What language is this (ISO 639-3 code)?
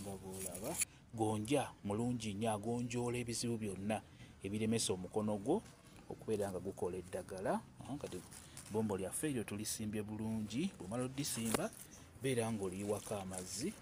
lug